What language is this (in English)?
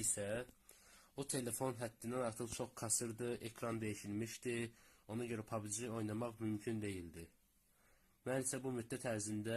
Azerbaijani